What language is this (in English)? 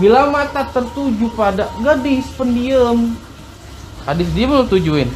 Betawi